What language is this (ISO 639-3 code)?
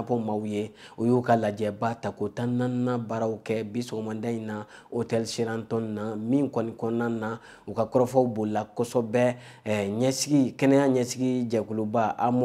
bam